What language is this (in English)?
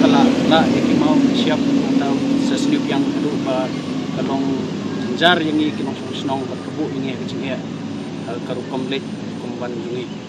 Khasi